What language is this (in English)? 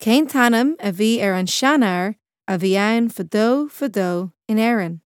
Irish